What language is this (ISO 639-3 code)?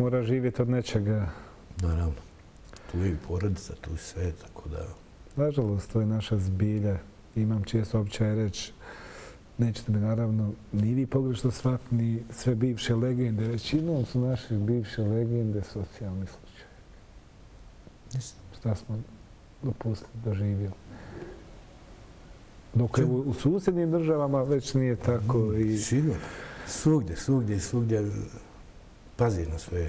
bos